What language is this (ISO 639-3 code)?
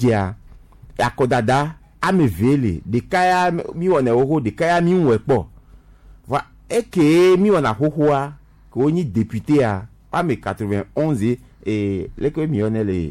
gej